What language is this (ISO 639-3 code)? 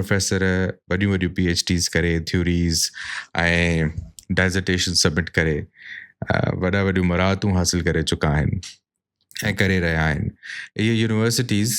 snd